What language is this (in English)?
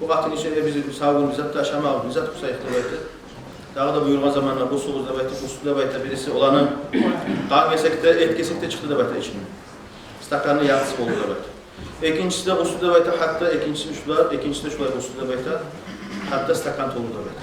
Kumyk